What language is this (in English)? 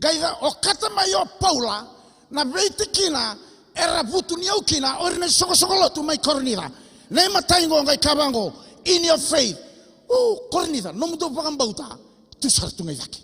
Fijian